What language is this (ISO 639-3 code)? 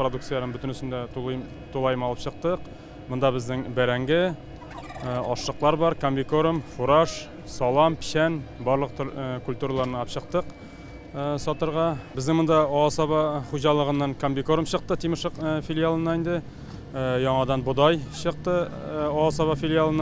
tat